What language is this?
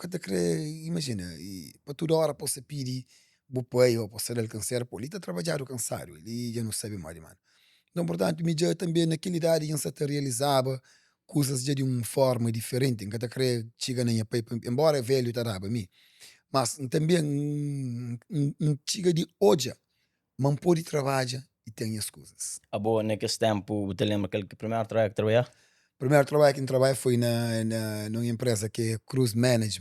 Kabuverdianu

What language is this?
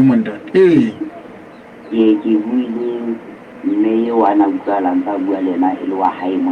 Southern Sotho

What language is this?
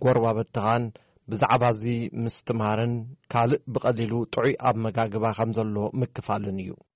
Tigrinya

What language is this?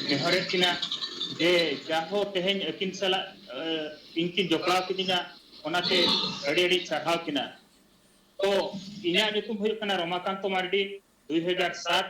Santali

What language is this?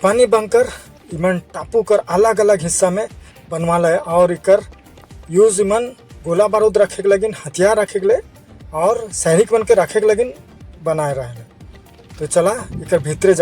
Sadri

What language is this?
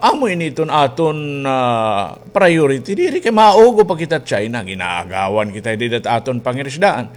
Waray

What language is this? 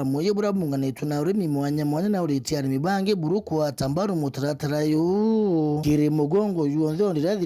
Meru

